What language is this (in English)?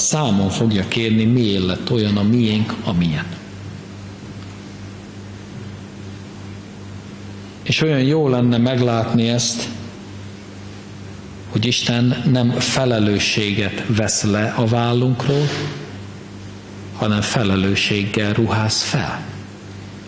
Hungarian